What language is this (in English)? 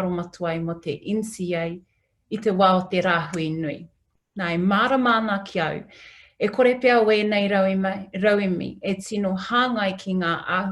Māori